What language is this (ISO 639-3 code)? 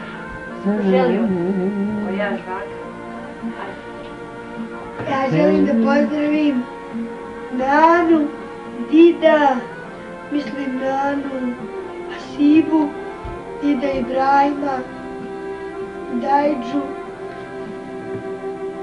bos